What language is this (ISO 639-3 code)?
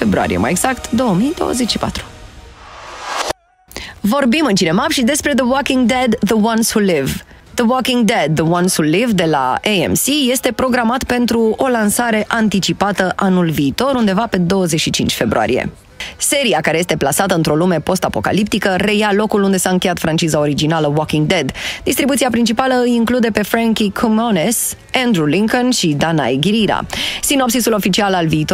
ron